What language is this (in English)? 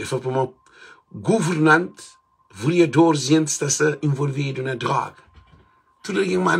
Kabuverdianu